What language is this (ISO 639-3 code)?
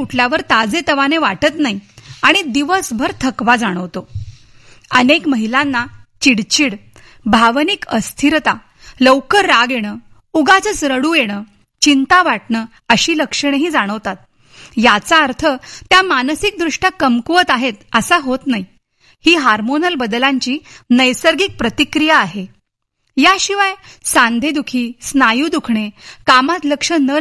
mar